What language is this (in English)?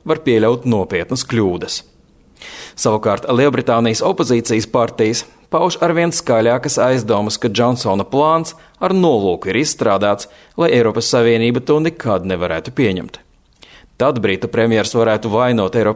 Latvian